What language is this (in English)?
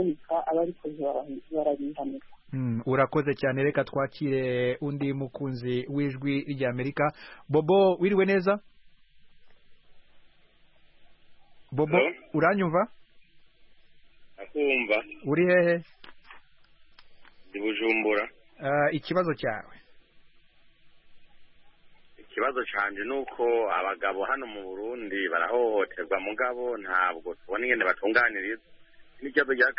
Kinyarwanda